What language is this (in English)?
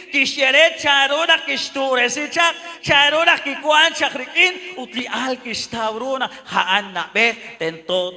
Kekchí